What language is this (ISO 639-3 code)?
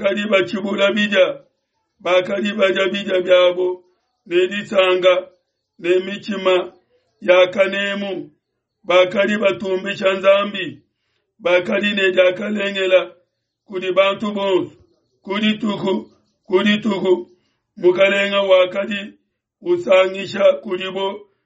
lua